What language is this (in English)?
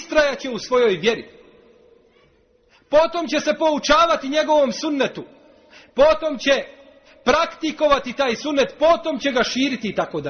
Bosnian